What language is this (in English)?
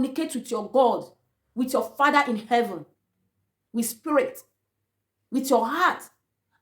Nigerian Pidgin